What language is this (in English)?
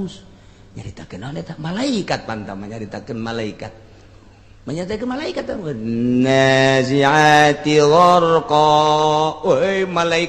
Sundanese